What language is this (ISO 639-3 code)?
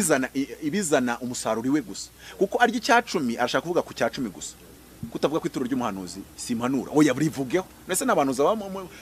kin